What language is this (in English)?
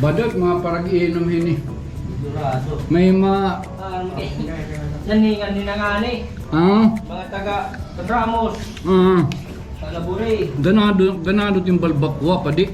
Waray